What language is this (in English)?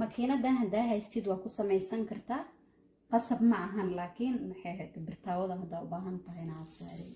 Somali